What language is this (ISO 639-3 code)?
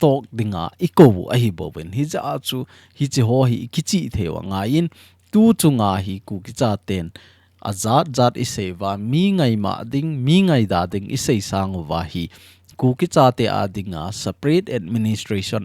tcz